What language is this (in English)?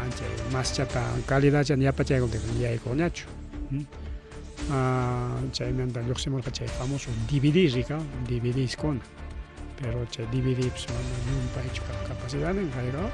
Ayacucho Quechua